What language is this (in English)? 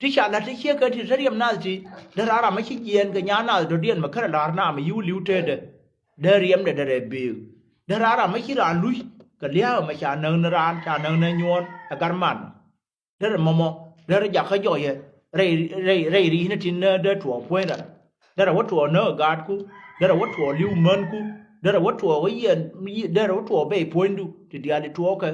Nuer